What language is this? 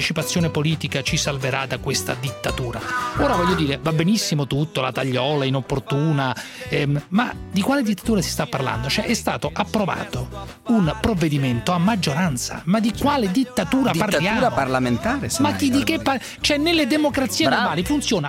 Italian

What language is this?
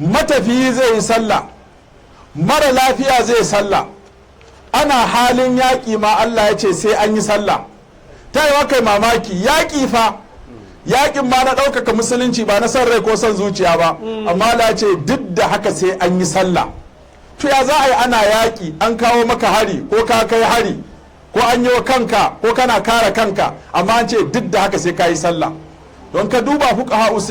Hausa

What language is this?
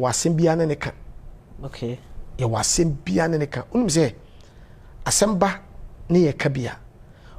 Akan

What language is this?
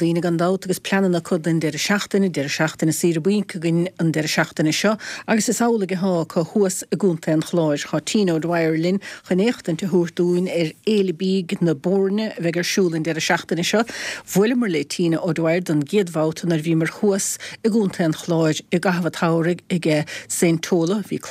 Irish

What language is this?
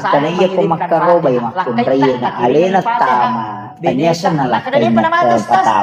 Buginese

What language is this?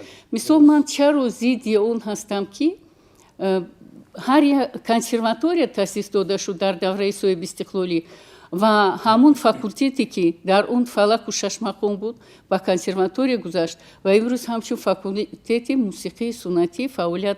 Tajik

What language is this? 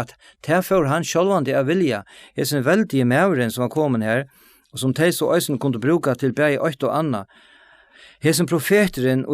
Faroese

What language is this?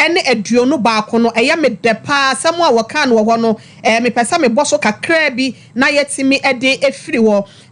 Akan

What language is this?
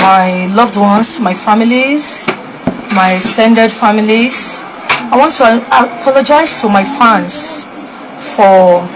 Nigerian Pidgin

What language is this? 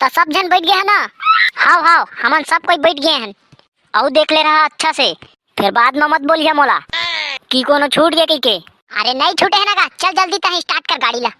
Chhattisgarhi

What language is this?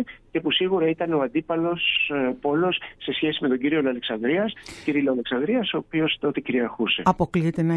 Greek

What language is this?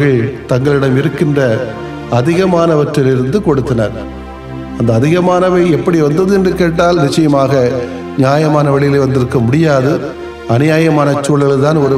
Tamil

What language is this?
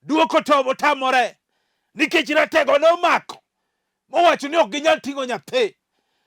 Luo (Kenya and Tanzania)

